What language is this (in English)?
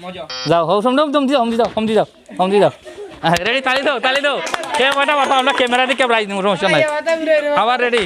Sylheti